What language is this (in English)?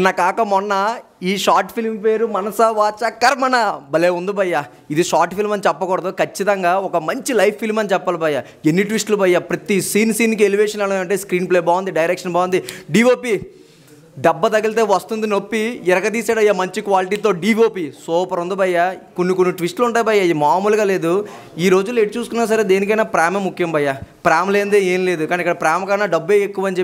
Telugu